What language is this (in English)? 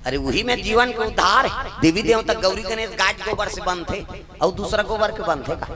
Chhattisgarhi